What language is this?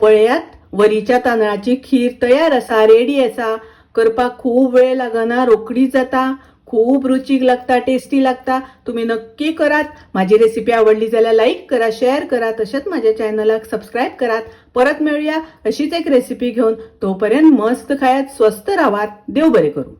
Konkani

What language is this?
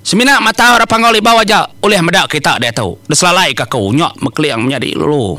Iban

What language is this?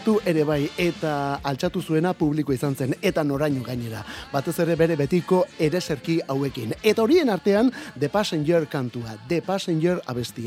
Basque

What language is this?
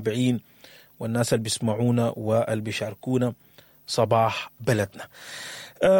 Sudanese Arabic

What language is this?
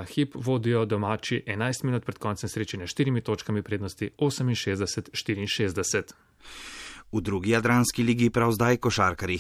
Slovenian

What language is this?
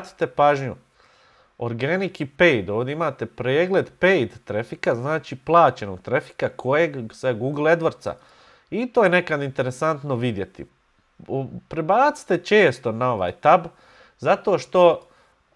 Bosnian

